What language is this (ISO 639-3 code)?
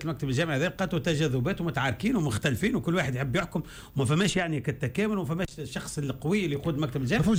aeb